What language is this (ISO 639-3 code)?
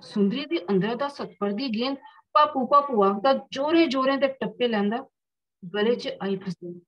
doi